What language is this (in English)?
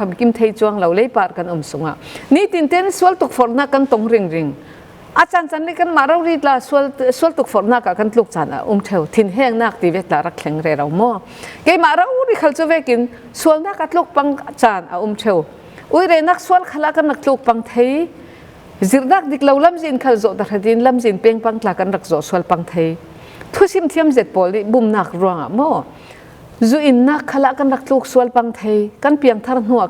Falam Chin